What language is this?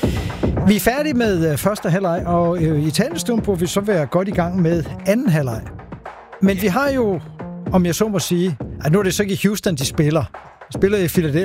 Danish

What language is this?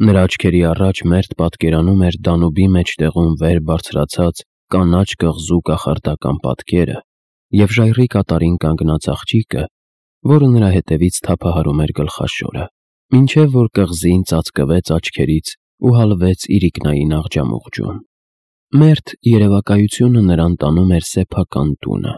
Armenian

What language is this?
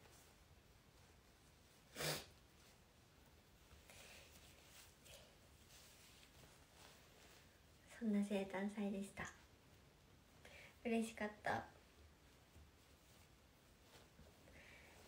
Japanese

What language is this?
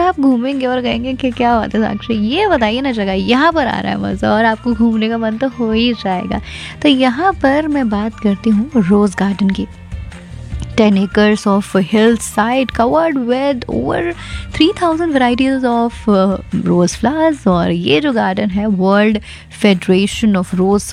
Hindi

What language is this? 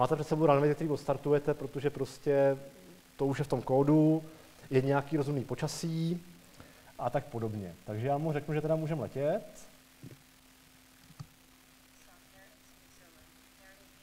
Czech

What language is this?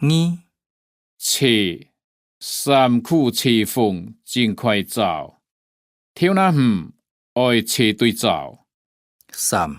Hakka Chinese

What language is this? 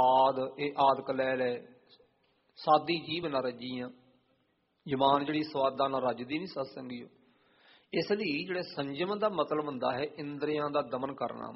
Punjabi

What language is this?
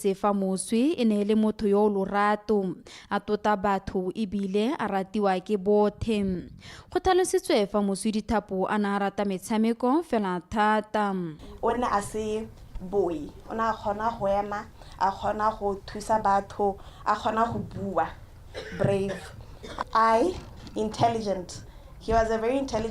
Tswana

